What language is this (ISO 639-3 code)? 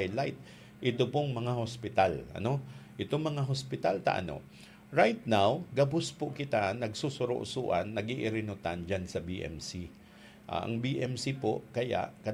bik